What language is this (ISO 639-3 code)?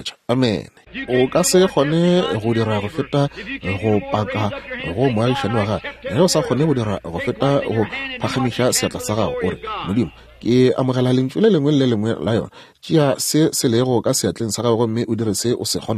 nso